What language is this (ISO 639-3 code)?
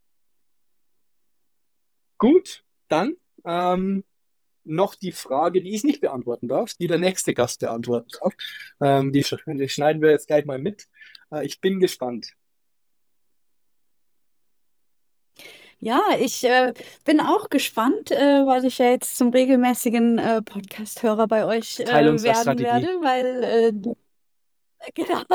deu